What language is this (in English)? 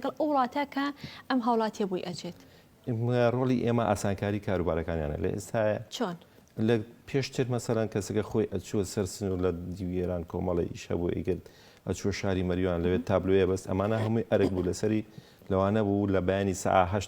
Central Kurdish